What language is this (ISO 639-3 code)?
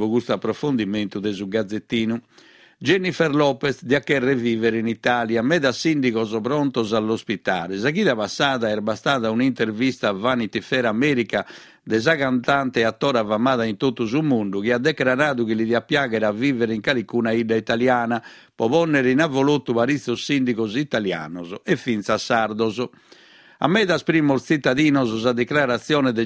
srd